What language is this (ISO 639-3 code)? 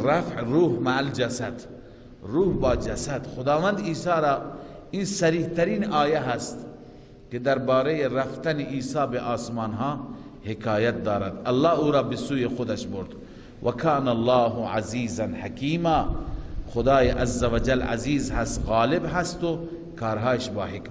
fas